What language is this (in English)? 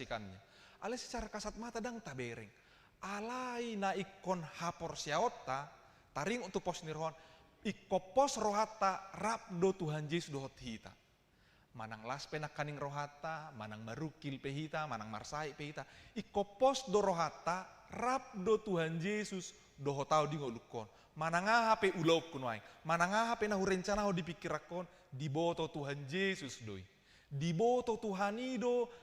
Batak Toba